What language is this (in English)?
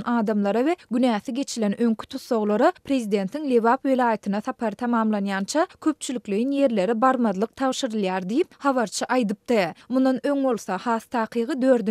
Turkmen